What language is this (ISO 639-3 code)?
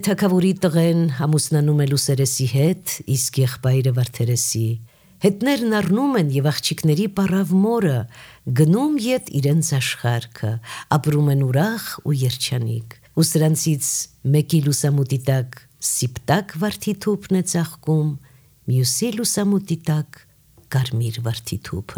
hye